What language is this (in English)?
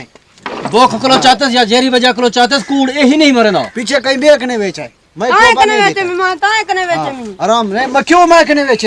Saraiki